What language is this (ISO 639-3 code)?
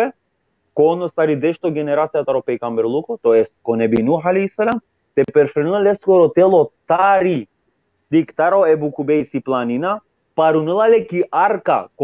rmn